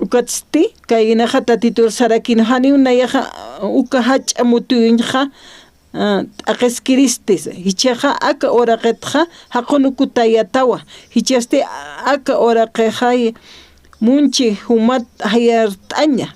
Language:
Aymara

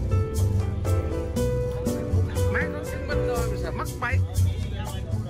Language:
Vietnamese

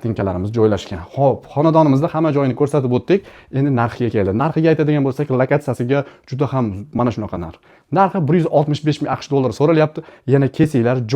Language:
Uzbek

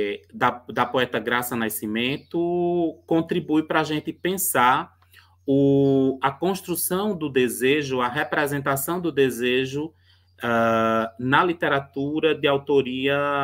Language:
Portuguese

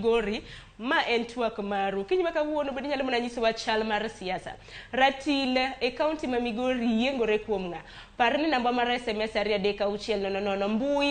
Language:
Luo (Kenya and Tanzania)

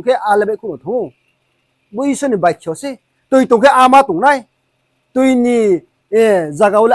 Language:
Riang (India)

